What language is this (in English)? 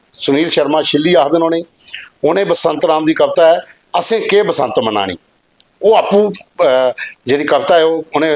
Dogri